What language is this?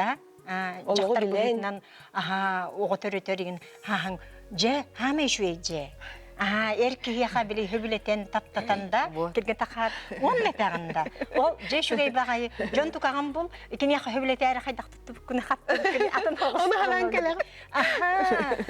Yakut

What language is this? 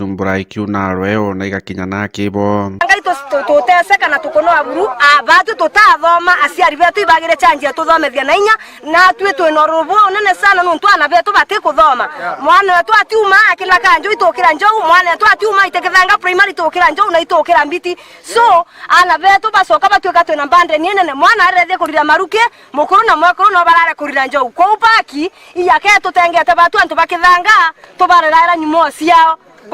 Meru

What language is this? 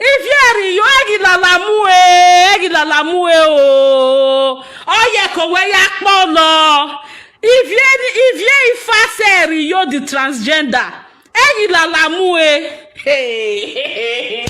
Nigerian Pidgin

